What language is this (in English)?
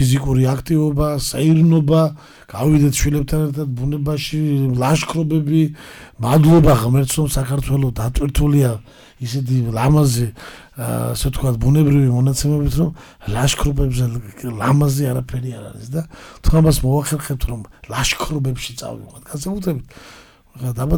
Georgian